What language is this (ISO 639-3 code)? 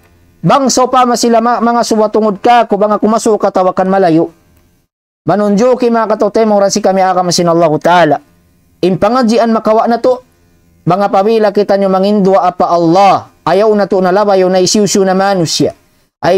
tsg